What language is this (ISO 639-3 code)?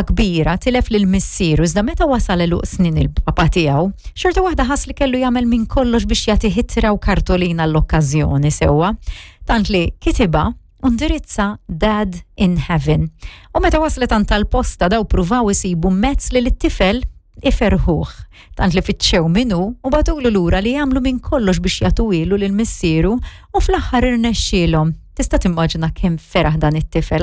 mlt